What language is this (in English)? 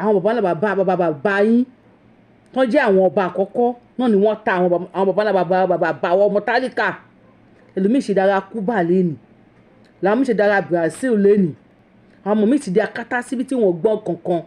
Yoruba